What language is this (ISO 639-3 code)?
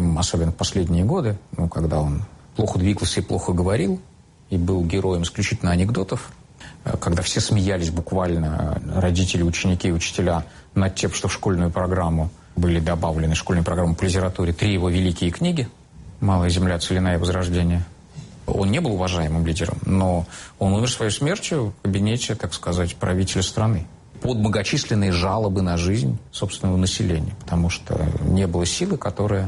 rus